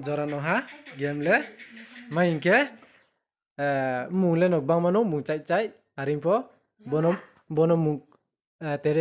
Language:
Riang (India)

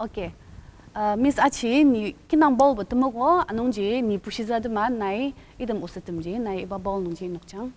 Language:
Ao Naga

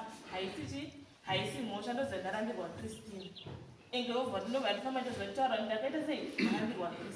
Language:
Shona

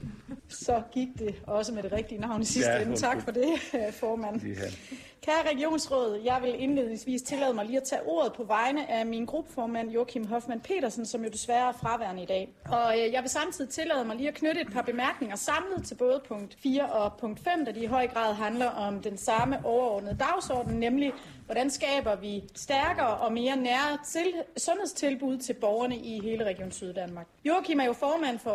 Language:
Danish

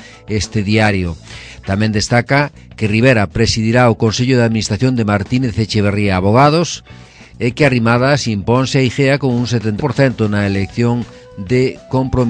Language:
Galician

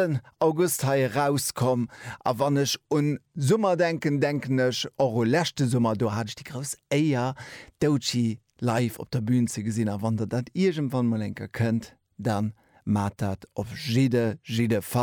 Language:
Luxembourgish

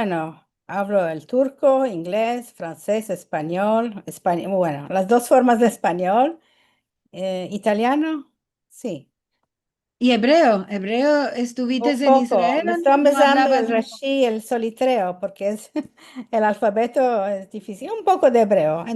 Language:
Ladino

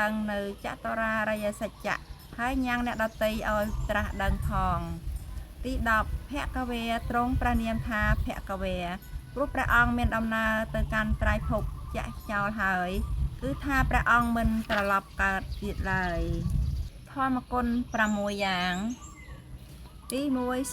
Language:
Khmer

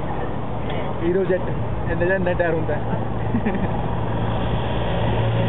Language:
Punjabi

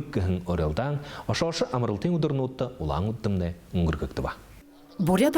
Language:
Buriat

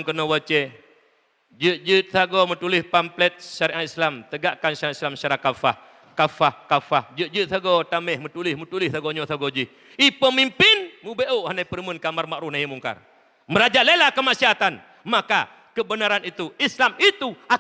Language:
Achinese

